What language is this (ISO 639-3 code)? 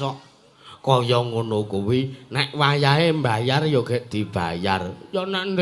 jav